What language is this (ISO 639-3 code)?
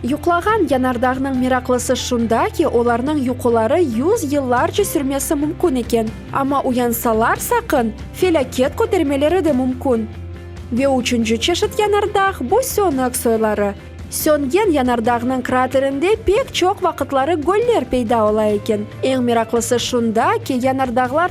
crh